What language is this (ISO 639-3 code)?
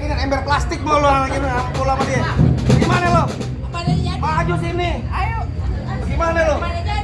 bew